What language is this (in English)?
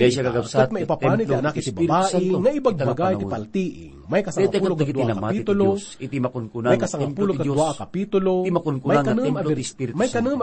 Iloko